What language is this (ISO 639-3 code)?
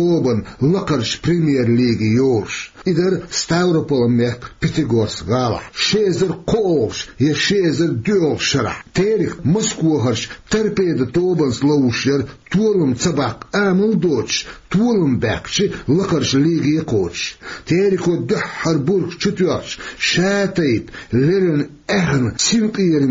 che